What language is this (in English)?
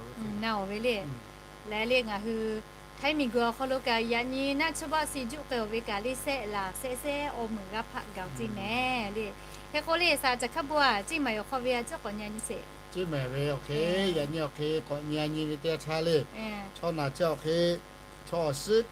Lahu